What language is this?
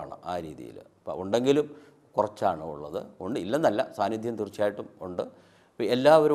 Malayalam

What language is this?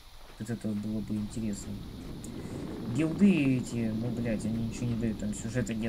Russian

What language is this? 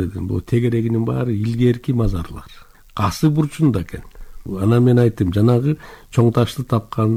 Kyrgyz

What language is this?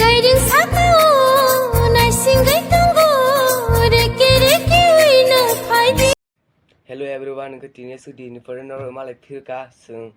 Kok Borok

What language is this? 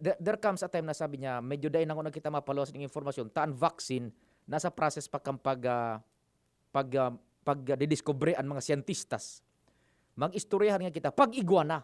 Bikol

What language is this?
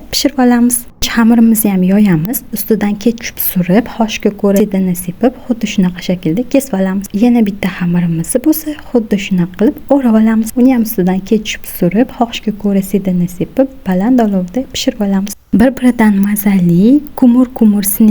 Uzbek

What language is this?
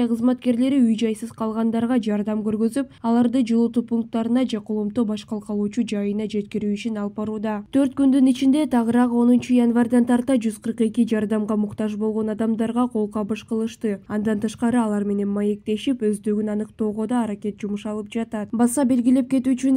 Kyrgyz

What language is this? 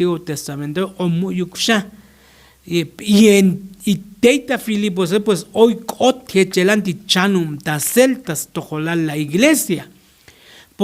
Tzotzil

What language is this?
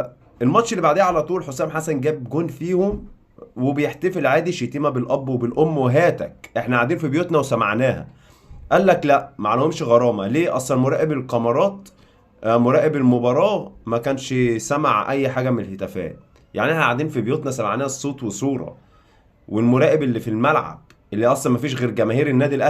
Egyptian Arabic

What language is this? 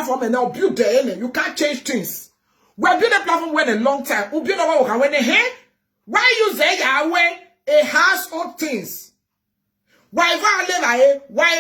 Nigerian Pidgin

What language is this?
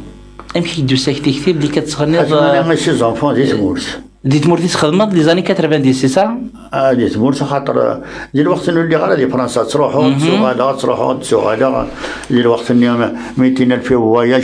Kabyle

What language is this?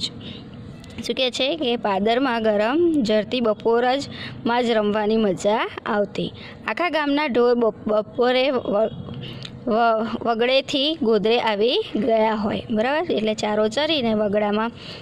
Gujarati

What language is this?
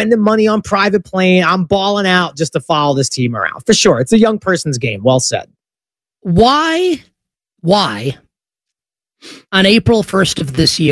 English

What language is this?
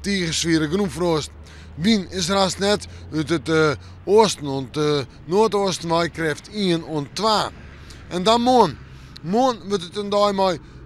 Western Frisian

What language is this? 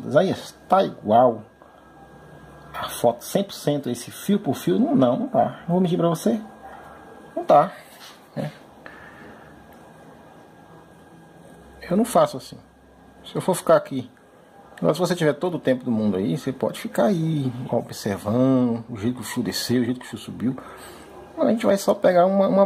Portuguese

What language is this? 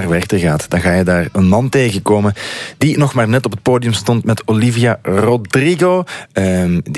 Dutch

